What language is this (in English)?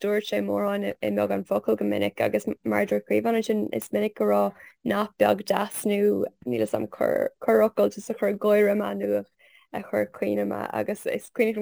Irish